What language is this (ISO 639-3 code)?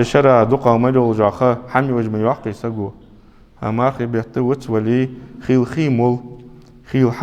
inh